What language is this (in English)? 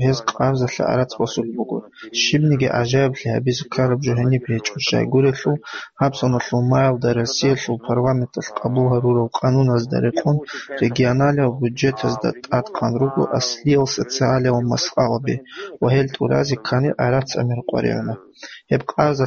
Avaric